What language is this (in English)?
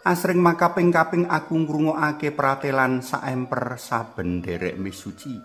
Javanese